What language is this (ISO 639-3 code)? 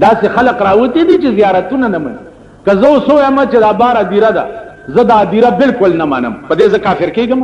pus